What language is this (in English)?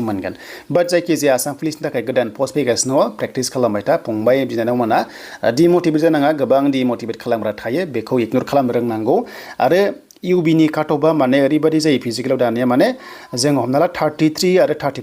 Bodo